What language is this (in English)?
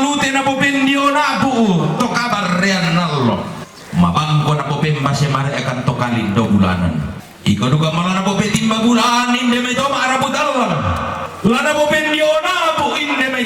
Toraja-Sa'dan